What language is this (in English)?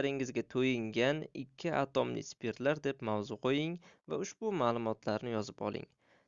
Uzbek